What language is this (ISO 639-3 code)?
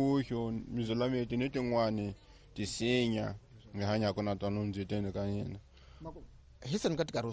tso